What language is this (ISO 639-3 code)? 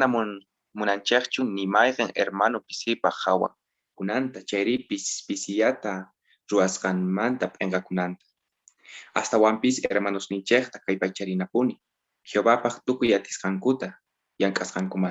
quh